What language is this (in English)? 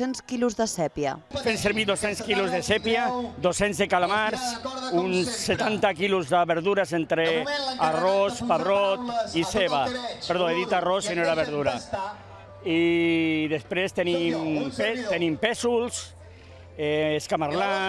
Catalan